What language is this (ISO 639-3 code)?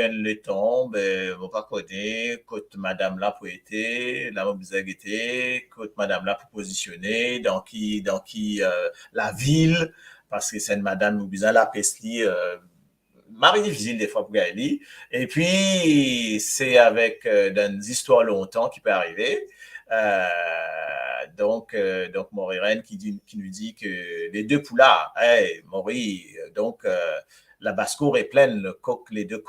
mfe